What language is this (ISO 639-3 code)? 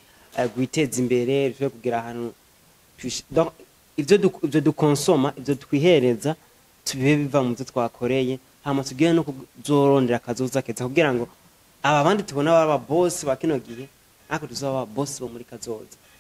run